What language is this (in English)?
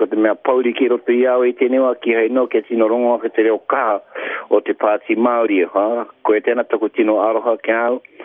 Māori